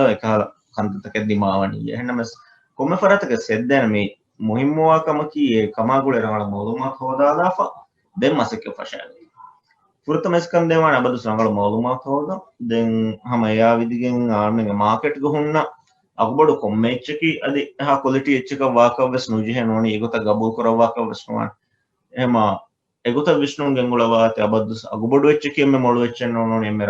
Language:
Divehi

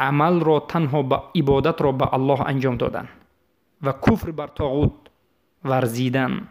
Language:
Tajik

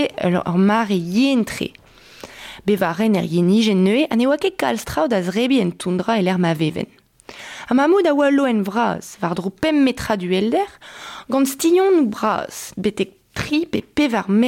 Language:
Breton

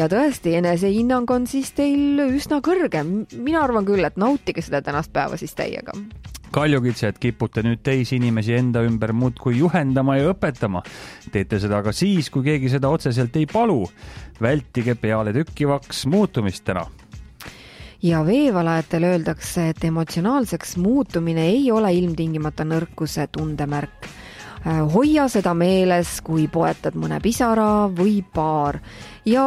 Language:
Estonian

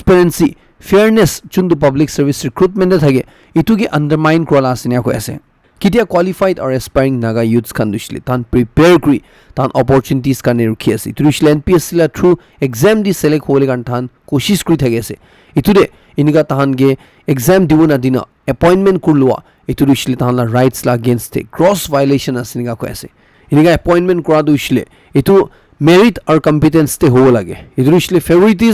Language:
Naga Pidgin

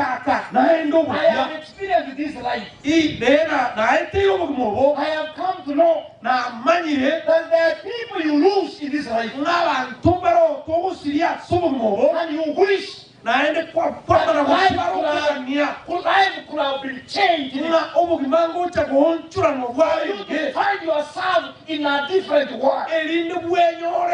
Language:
Gusii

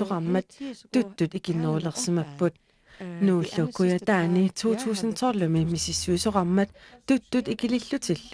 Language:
Kalaallisut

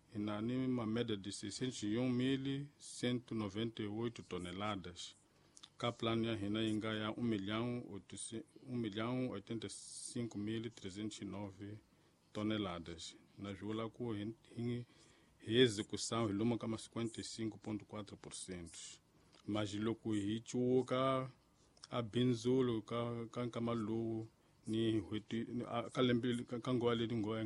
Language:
Tsonga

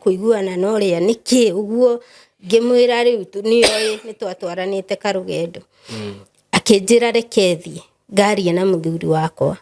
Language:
Kikuyu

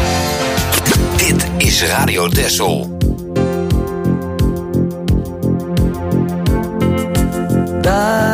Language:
Dutch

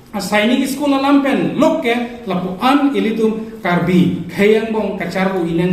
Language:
Karbi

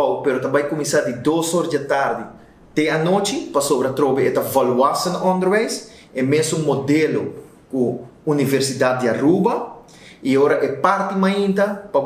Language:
Papiamento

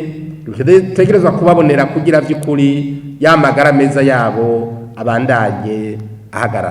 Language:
Rundi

